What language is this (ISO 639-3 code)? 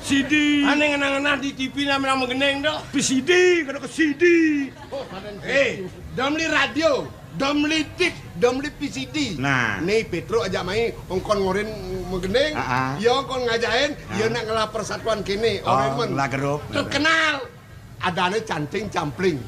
ban